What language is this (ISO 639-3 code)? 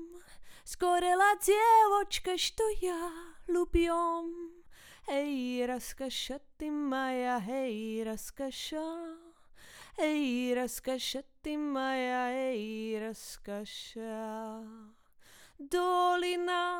slv